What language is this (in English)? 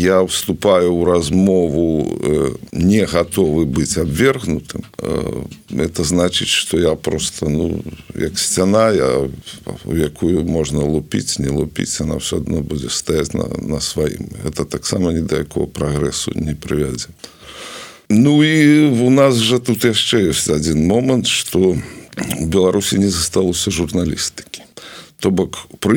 Belarusian